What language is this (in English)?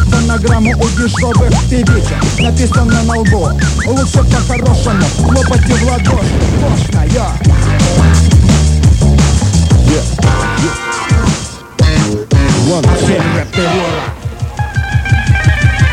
Russian